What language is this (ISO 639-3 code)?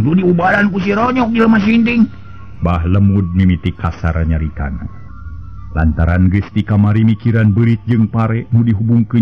sun